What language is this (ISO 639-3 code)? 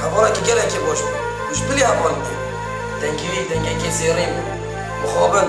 kur